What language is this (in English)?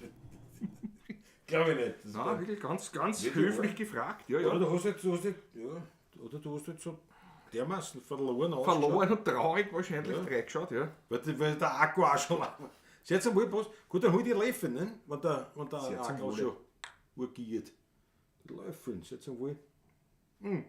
Bavarian